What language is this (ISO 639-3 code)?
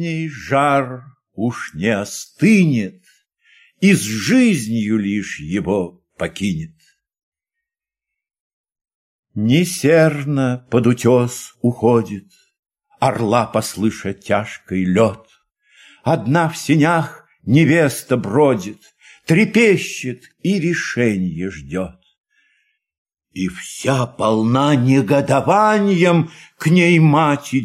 rus